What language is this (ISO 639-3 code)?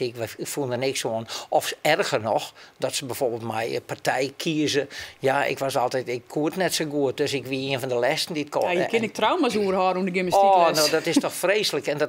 fry